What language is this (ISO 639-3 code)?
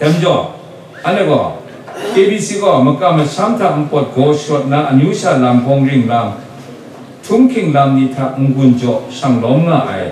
kac